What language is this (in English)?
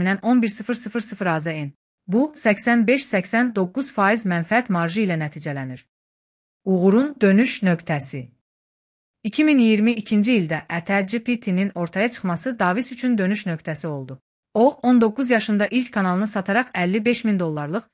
Azerbaijani